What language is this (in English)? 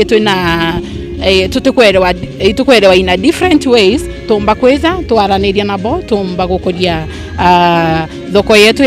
Meru